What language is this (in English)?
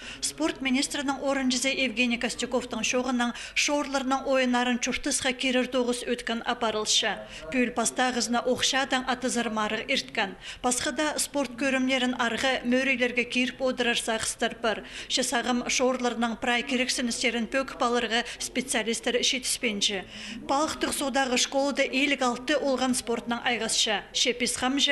Khakas